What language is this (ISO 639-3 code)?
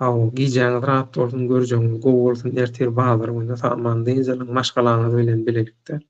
tuk